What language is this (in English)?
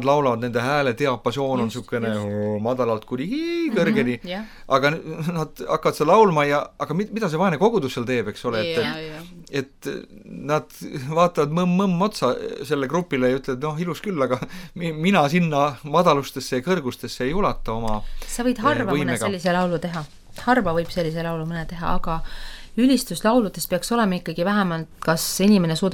Estonian